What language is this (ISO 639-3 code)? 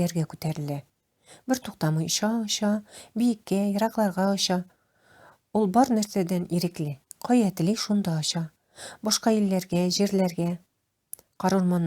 tat